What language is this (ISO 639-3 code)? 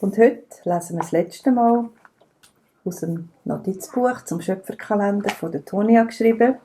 gsw